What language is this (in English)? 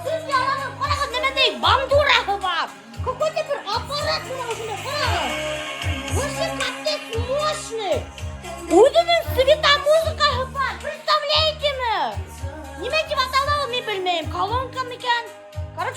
Bashkir